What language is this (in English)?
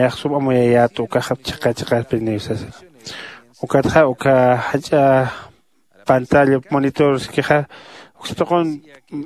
Aymara